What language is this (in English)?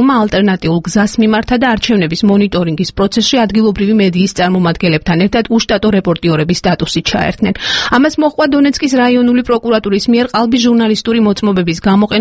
Georgian